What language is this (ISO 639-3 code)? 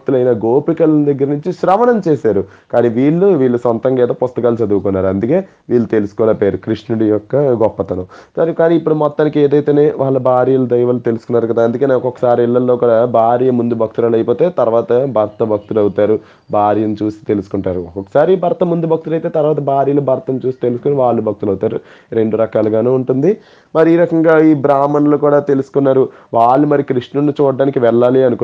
tel